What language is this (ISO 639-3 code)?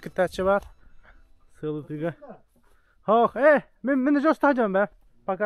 sah